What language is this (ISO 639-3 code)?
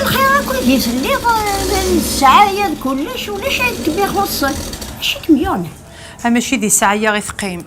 kab